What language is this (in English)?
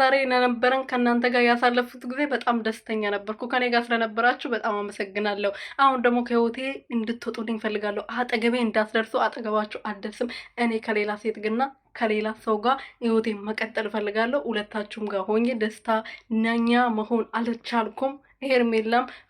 Amharic